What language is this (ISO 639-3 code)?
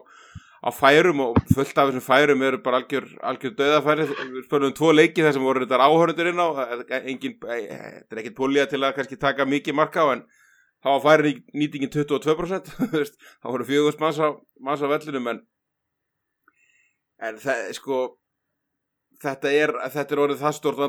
isl